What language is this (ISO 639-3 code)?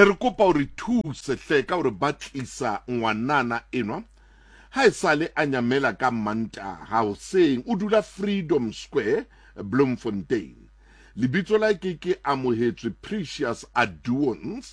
sot